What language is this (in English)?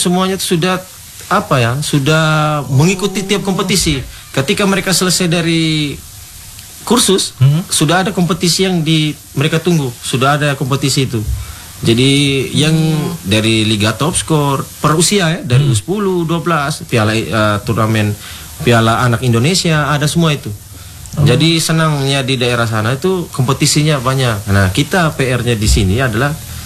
Indonesian